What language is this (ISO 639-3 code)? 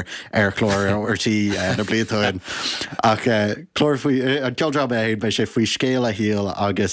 gle